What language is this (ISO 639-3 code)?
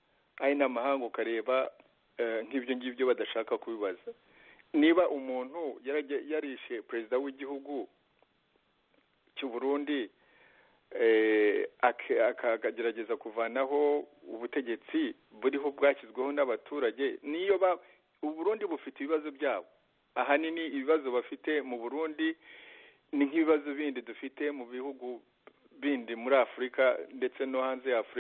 kin